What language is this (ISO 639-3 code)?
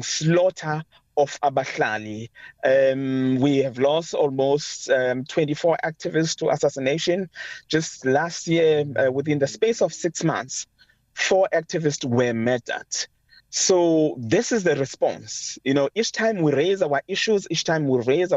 eng